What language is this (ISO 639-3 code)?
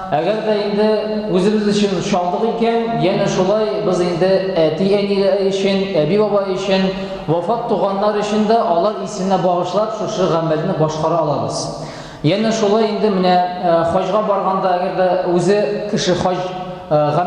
tat